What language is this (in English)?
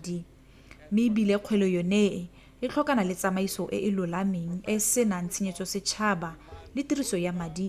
Tswana